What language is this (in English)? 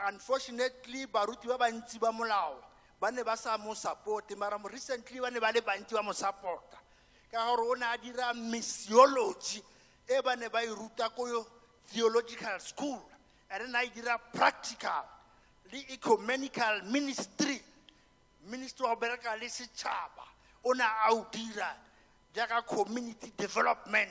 Tswana